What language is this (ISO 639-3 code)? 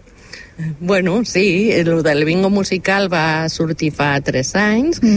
cat